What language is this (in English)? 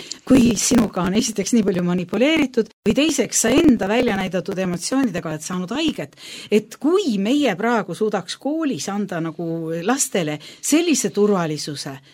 Estonian